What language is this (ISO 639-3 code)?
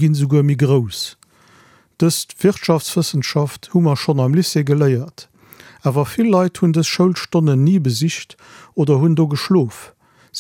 ltz